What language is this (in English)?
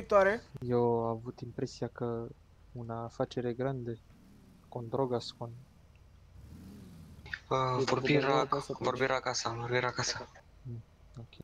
Romanian